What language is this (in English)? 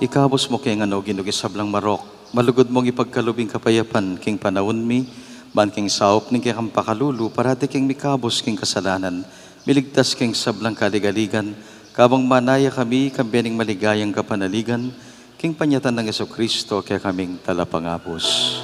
Pampanga